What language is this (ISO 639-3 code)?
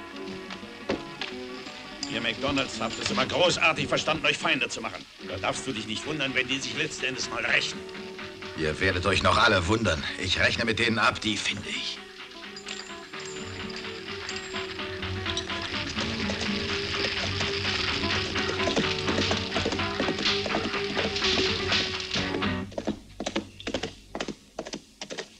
deu